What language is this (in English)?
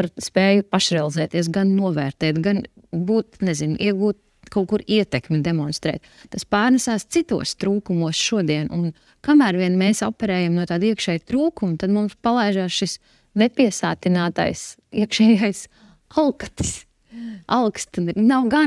Latvian